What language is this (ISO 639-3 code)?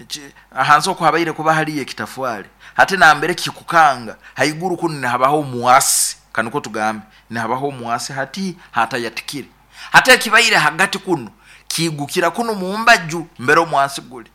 nyo